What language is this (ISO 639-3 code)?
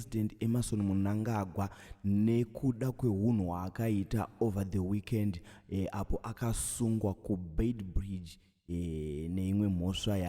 sna